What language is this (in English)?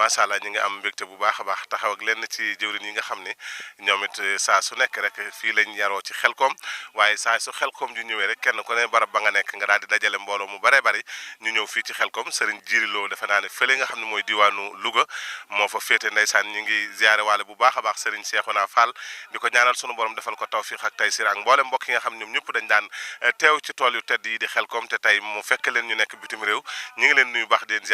Wolof